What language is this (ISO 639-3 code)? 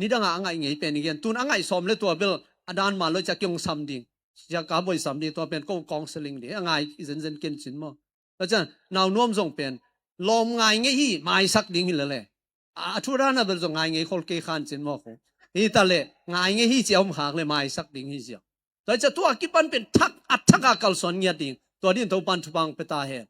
ctd